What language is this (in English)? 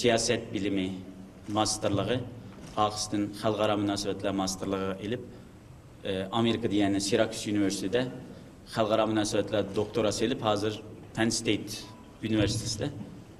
Uyghur